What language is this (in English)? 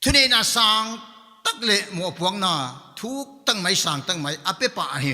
Paite Chin